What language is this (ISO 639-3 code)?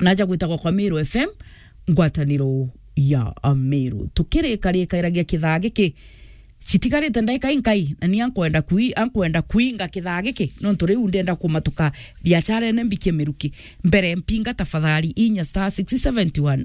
mer